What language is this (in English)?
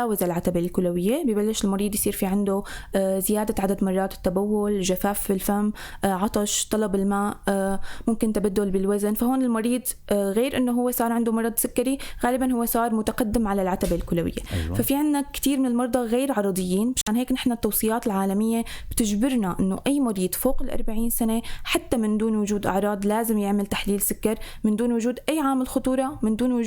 North Levantine Arabic